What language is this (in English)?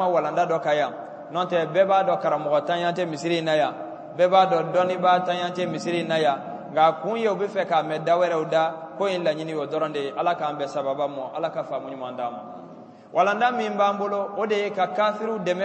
Bambara